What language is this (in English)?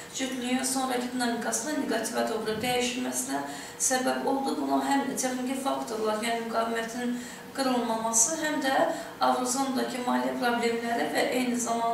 Azerbaijani